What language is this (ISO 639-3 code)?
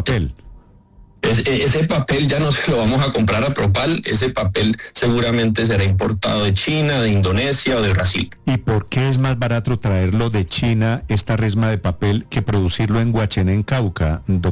spa